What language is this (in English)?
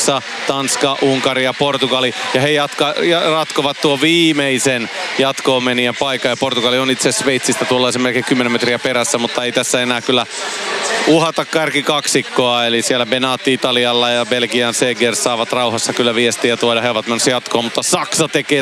Finnish